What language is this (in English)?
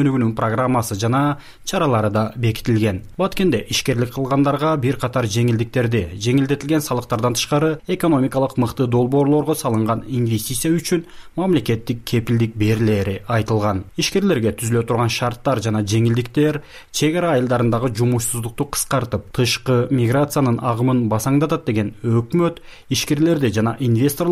Kyrgyz